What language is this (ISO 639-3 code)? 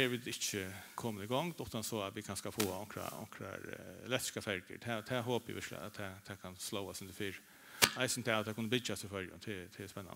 fao